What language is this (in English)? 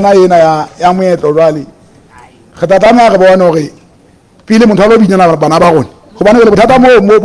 Southern Sotho